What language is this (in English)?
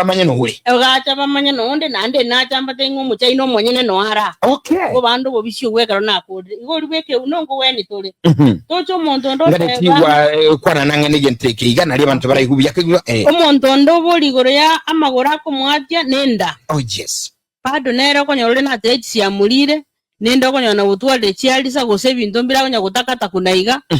Gusii